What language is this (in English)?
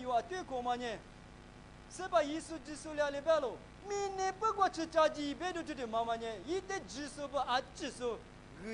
Lisu